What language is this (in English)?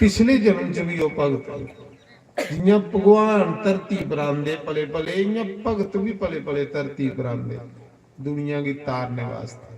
Dogri